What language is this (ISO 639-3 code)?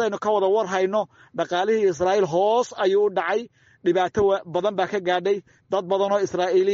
som